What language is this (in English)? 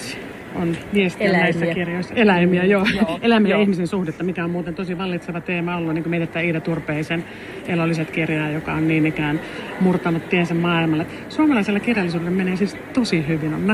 Finnish